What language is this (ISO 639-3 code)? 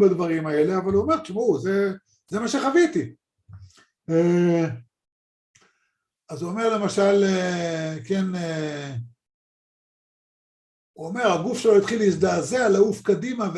heb